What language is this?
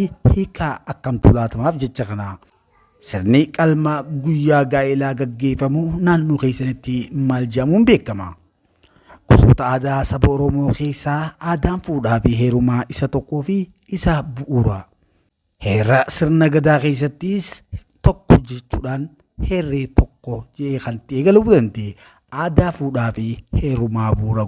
Oromo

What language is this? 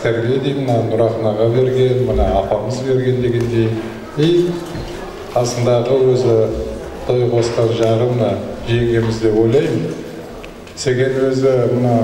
Kazakh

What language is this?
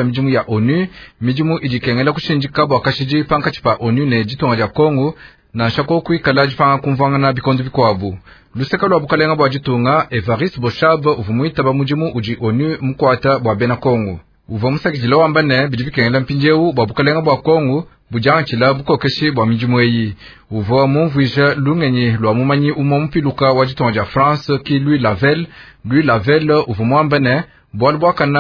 Luba-Lulua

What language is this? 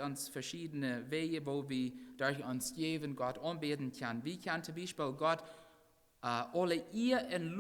Plautdietsch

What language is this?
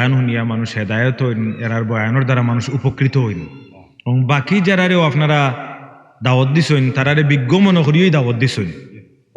Sylheti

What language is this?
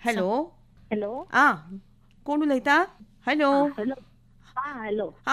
Konkani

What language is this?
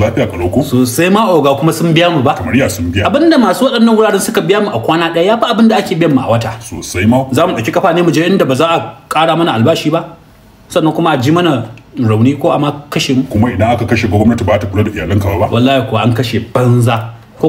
Hausa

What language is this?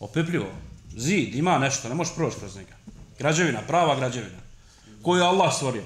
Bosnian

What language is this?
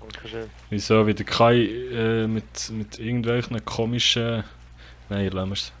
Swiss German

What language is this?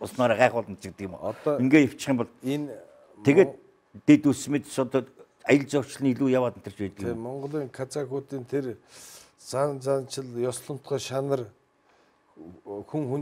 Mongolian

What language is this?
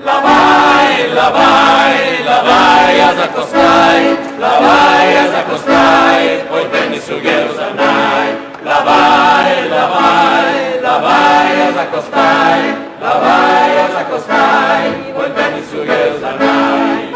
Sardinian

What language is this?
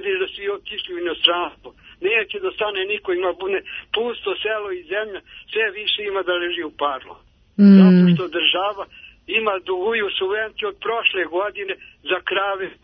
Serbian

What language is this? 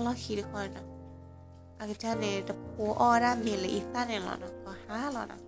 S'gaw Karen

